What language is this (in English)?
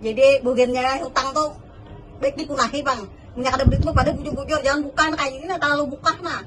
Banjar